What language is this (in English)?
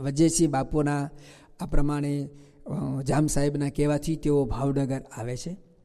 Gujarati